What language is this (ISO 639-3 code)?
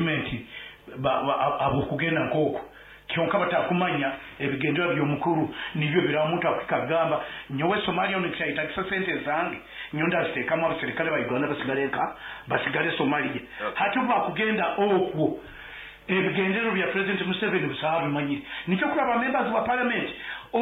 nyn